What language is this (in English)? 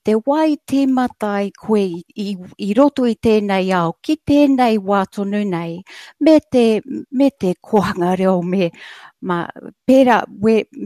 Māori